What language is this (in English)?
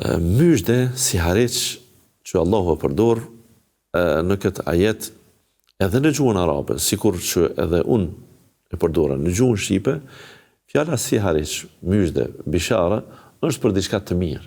Albanian